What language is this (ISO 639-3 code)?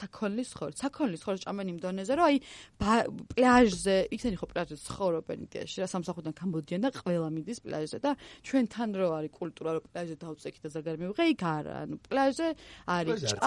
kat